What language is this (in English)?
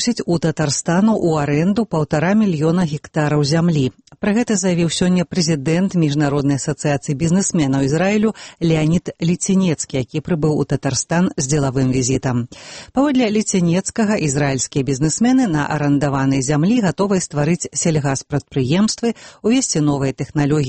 Belarusian